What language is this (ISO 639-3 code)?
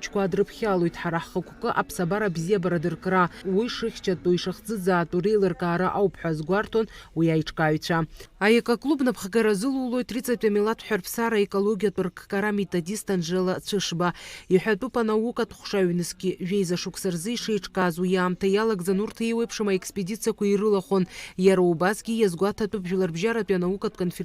abk